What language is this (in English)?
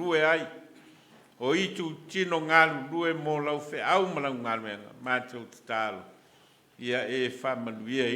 Samoan